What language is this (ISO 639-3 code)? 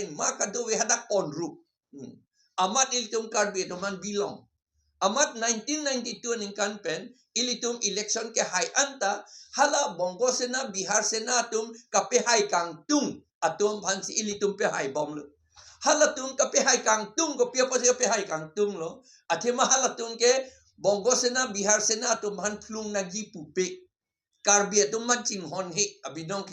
mjw